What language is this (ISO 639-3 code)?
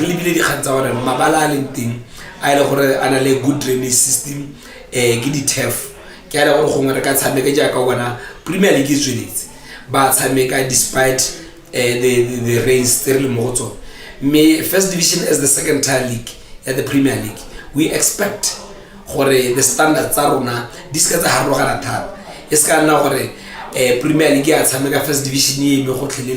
tsn